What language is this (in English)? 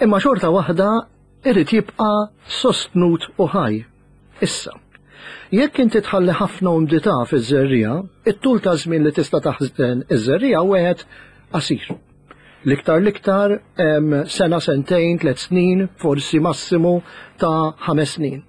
Maltese